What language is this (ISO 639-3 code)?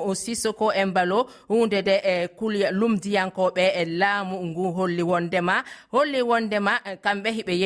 ful